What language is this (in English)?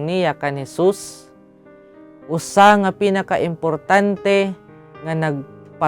Waray